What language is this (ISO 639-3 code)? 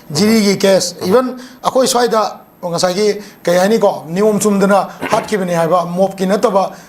mni